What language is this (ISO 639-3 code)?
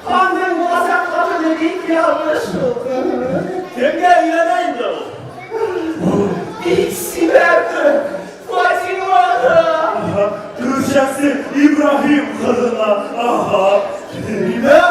bak